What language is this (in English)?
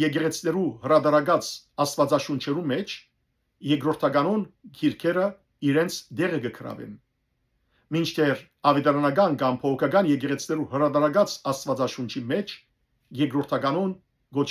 Western Armenian